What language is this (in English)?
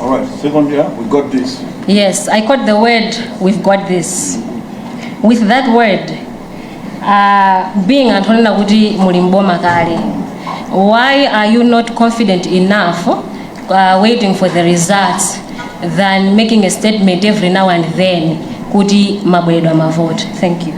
Nyanja